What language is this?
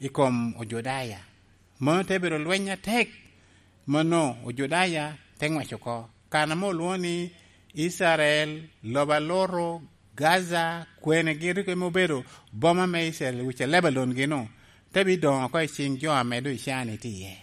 Lango (Uganda)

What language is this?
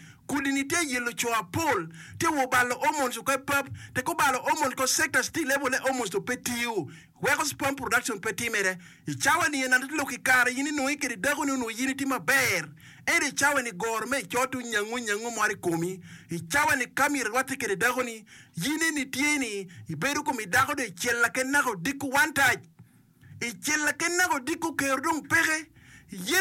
Acoli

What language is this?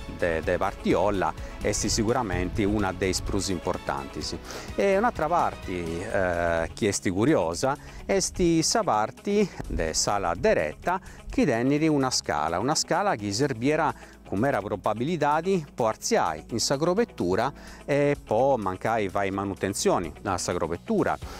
Sardinian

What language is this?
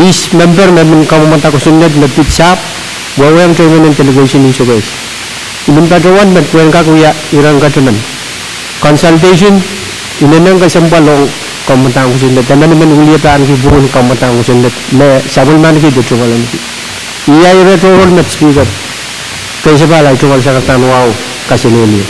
Pohnpeian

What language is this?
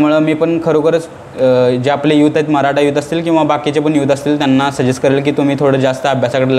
Marathi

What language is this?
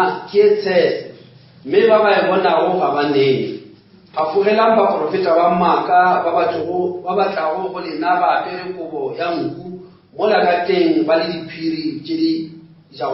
Northern Sotho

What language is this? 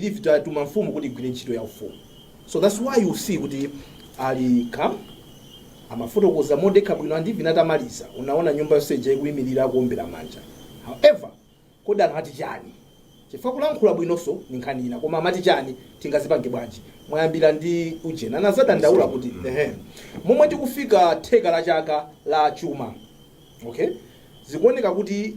Nyanja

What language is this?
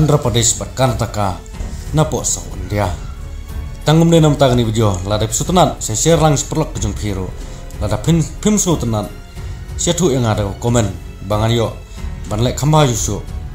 Khasi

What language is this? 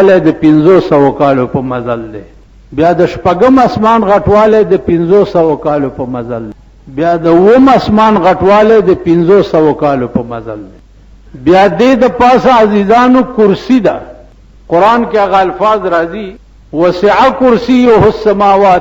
Pashto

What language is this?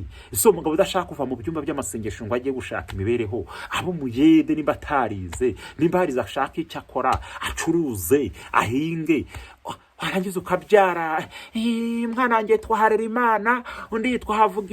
Kinyarwanda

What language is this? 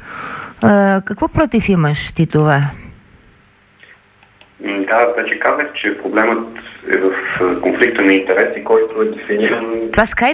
Bulgarian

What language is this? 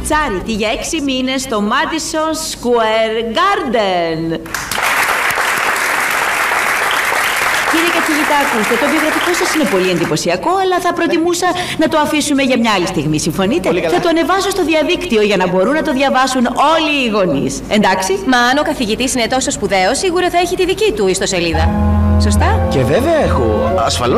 Greek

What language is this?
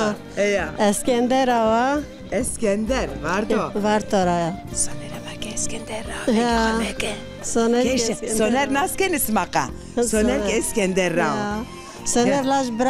Zaza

